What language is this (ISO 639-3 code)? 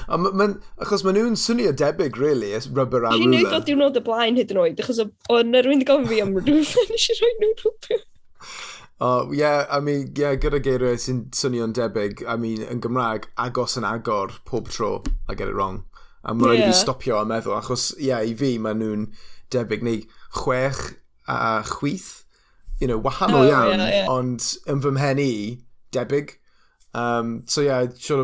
cym